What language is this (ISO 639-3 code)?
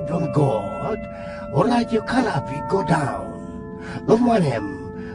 tpi